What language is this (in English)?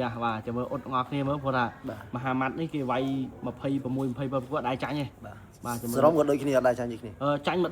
Khmer